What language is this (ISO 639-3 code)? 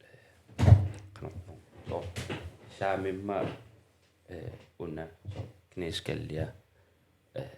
kal